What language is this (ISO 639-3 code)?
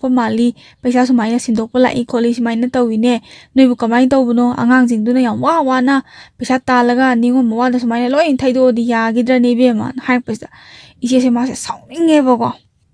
mni